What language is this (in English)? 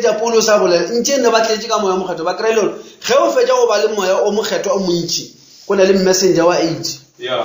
Northern Sotho